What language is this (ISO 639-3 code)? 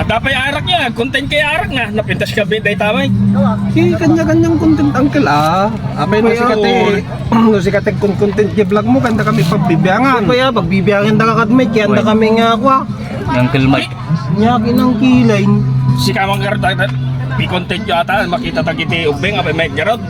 ilo